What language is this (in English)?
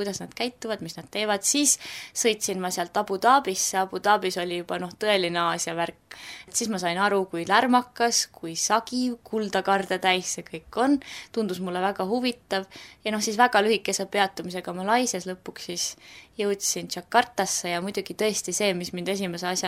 Estonian